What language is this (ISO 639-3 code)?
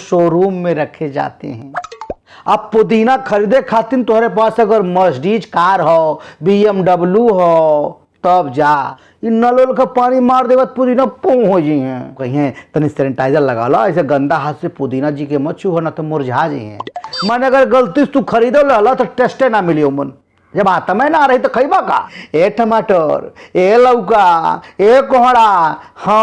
bho